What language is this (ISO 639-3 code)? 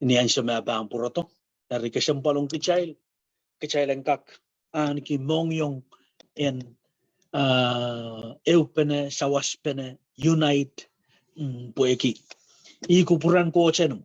pon